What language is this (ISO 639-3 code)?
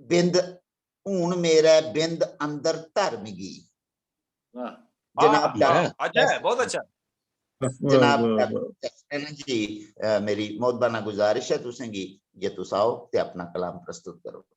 doi